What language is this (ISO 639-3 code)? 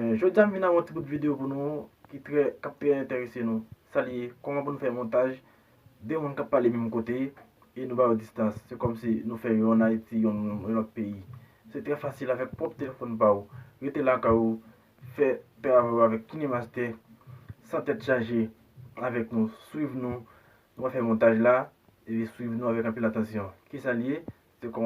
hat